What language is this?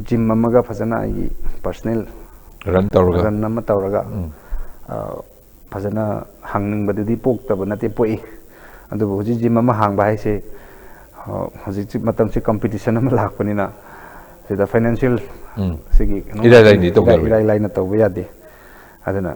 Manipuri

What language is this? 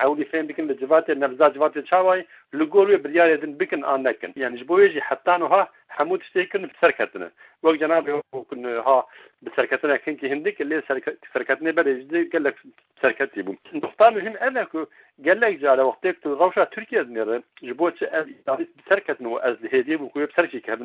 Kurdish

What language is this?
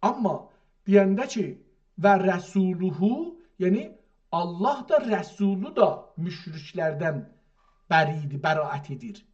South Azerbaijani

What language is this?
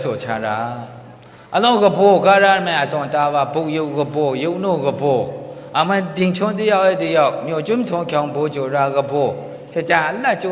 Maru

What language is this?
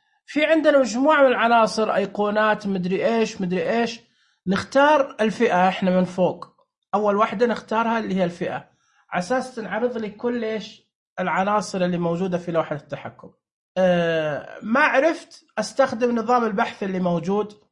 Najdi Arabic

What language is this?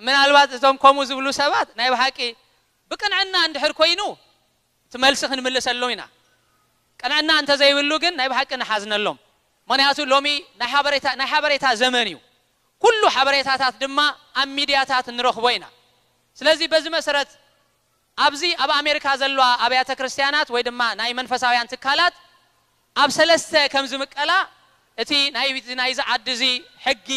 Tigrinya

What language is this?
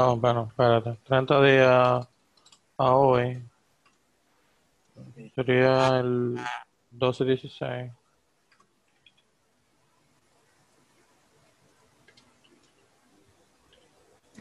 Spanish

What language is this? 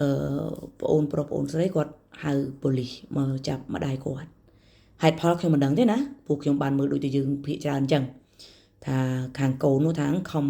Khmer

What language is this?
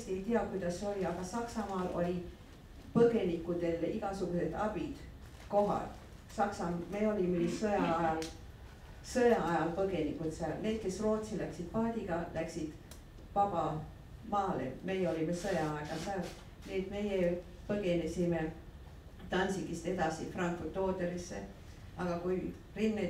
Estonian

